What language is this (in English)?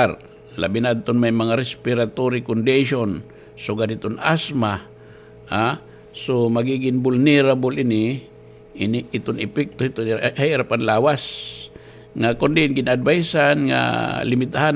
Waray